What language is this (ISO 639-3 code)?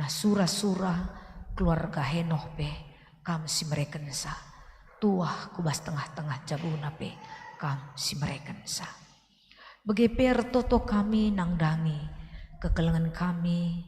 btx